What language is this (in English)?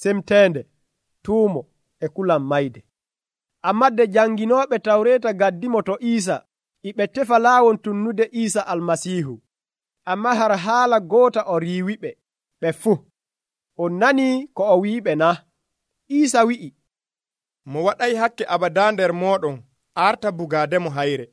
Nigerian Fulfulde